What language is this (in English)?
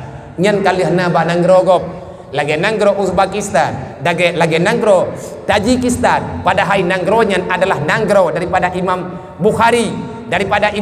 Achinese